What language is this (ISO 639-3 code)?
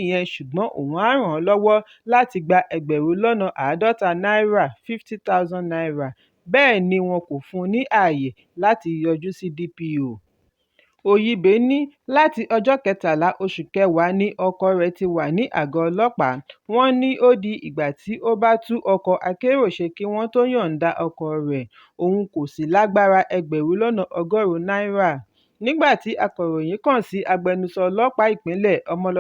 yor